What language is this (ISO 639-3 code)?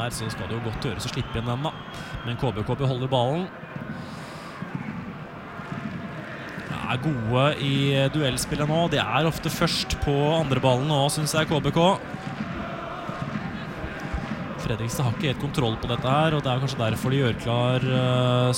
nor